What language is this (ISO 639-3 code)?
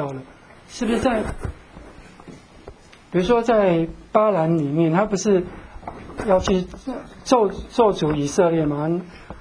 zho